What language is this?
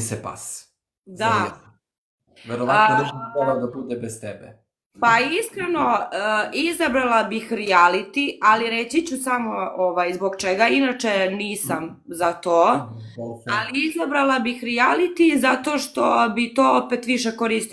Serbian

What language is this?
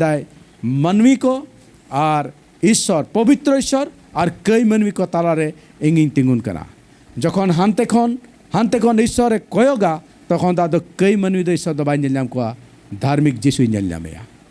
Santali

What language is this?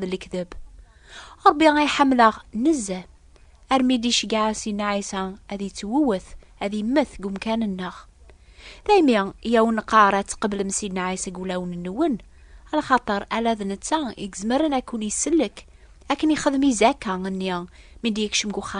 Kabyle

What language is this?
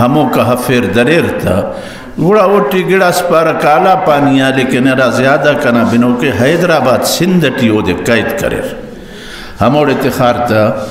Brahui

